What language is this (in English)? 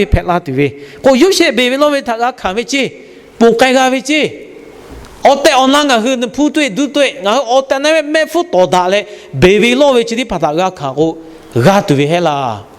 Lahu